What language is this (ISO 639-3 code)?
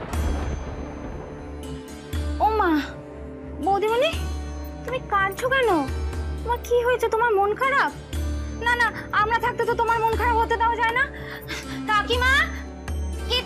ben